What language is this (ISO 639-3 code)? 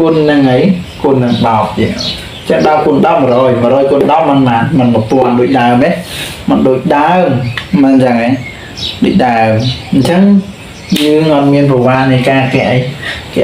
khm